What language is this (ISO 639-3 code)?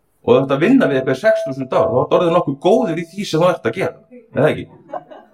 isl